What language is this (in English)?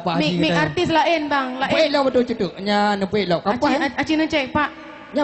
Achinese